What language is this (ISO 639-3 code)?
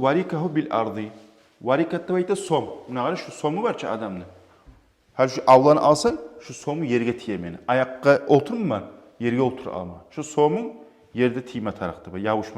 kum